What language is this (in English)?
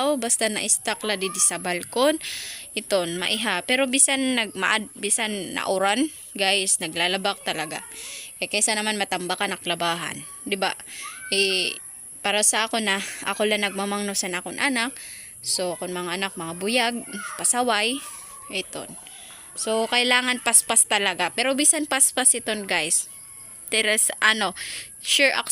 Waray